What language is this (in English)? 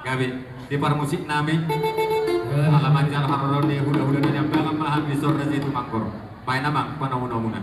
Batak Toba